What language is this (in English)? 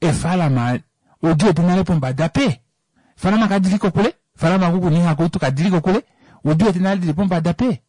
Kuanyama